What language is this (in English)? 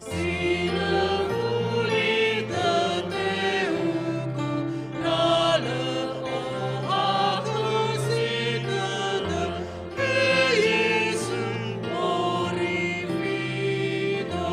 Nias